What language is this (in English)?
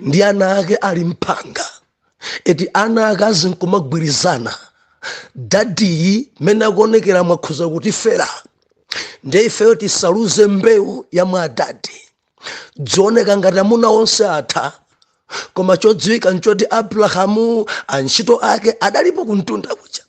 Nyanja